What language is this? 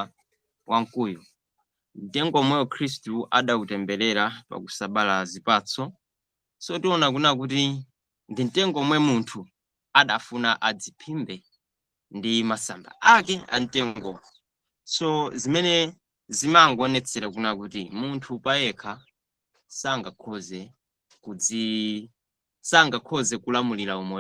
Nyanja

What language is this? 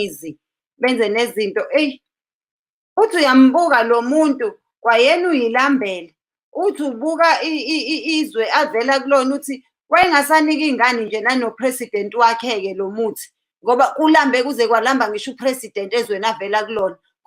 Zulu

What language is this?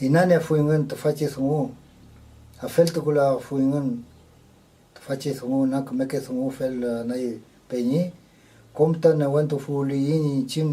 Mapuche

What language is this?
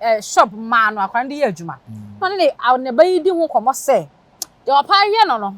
Akan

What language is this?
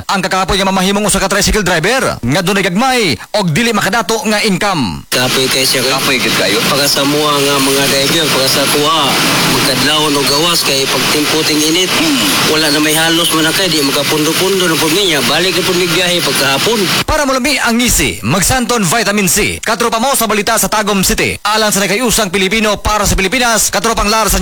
Cebuano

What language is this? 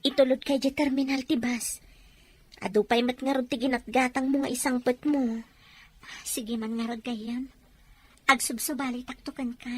Iloko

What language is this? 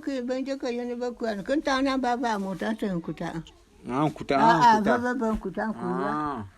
Bulu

